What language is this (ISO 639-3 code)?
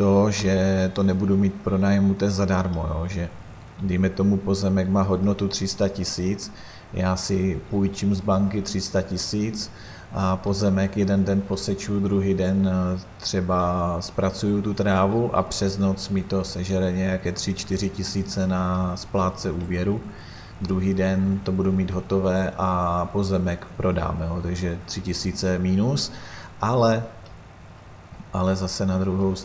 ces